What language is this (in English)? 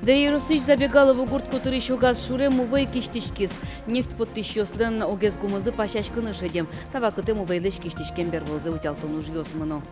Udmurt